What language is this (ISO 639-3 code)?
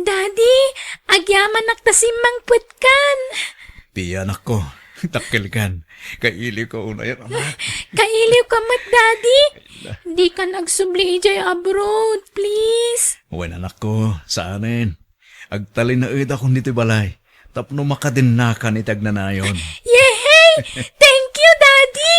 ilo